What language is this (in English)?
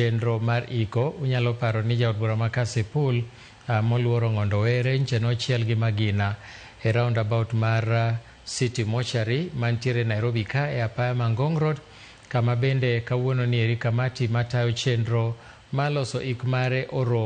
Luo (Kenya and Tanzania)